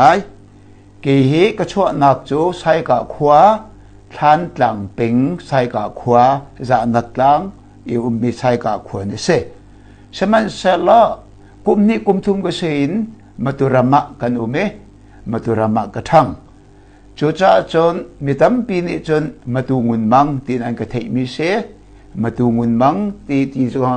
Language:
Hakha Chin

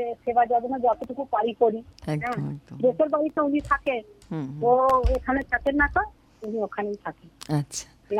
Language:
Bangla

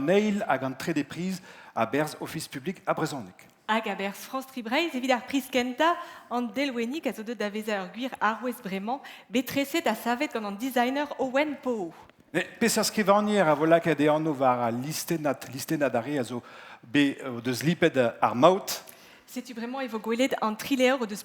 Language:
Breton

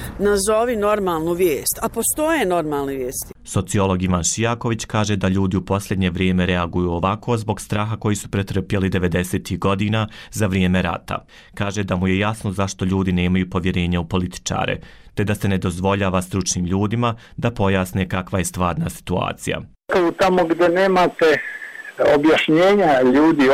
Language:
Bosnian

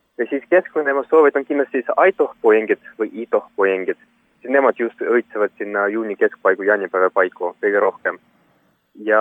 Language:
Estonian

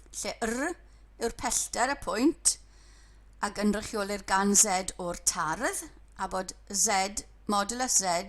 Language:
Welsh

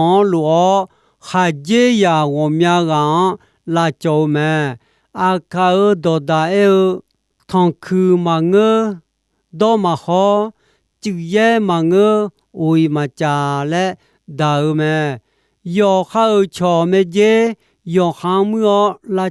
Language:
Akha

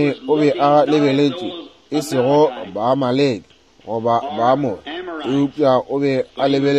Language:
Northern Sotho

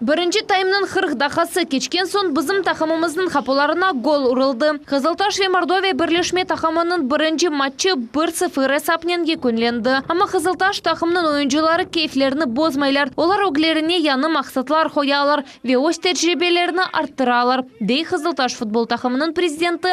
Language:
Crimean Tatar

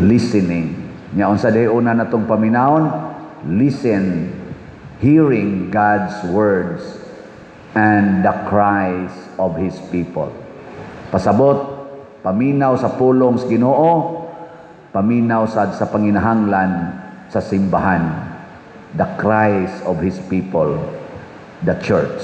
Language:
Cebuano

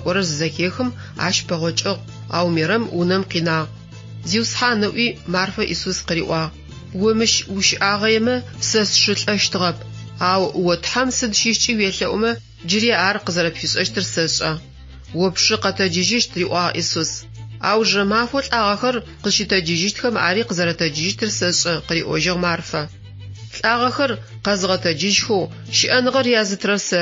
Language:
Adyghe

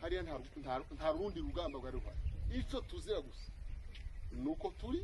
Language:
Kinyarwanda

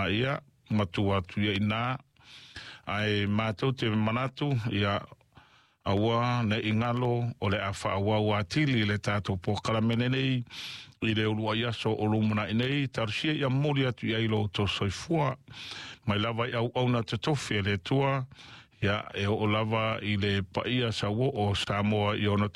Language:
Samoan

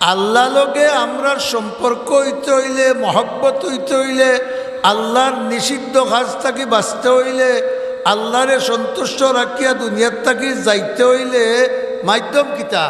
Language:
Sylheti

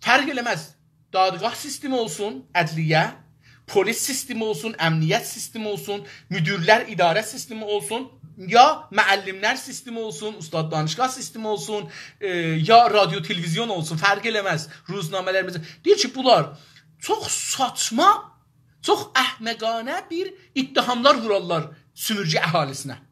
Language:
South Azerbaijani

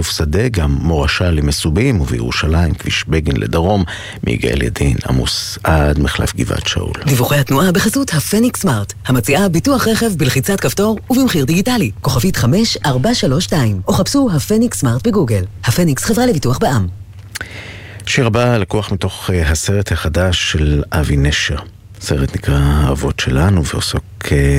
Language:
Hebrew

